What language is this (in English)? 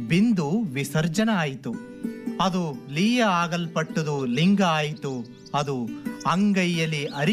Kannada